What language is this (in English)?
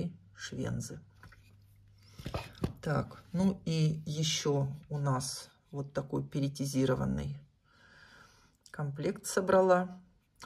Russian